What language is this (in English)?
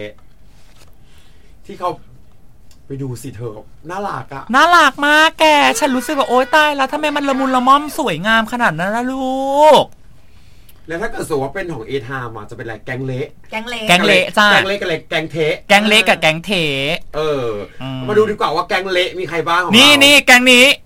Thai